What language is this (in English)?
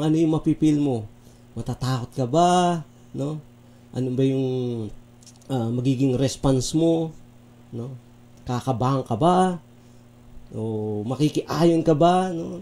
Filipino